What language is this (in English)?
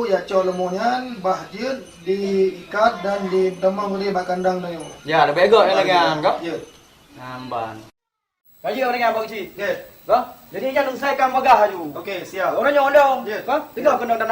Achinese